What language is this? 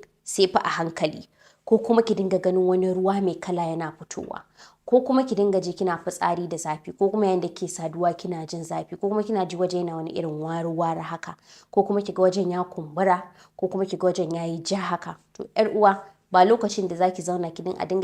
Hausa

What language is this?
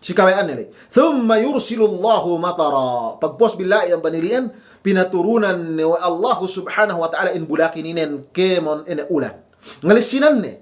Yakan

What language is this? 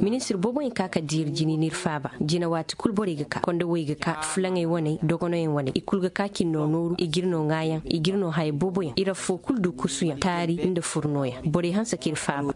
Zarma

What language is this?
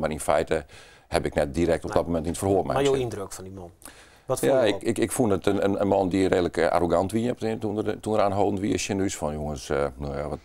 Western Frisian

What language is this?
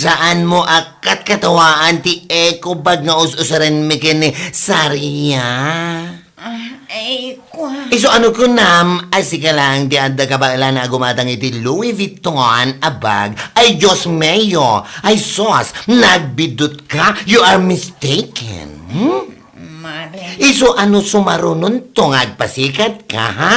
Iloko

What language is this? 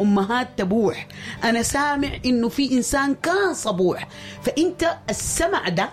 Sudanese Arabic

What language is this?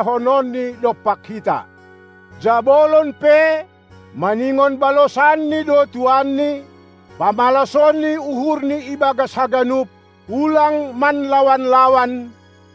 Batak Simalungun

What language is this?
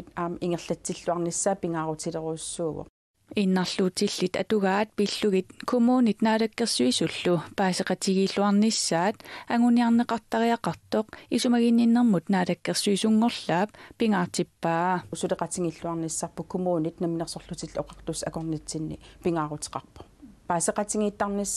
Kalaallisut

